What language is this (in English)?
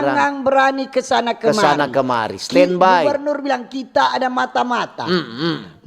Manado Malay